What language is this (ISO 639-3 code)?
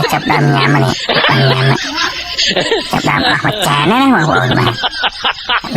khm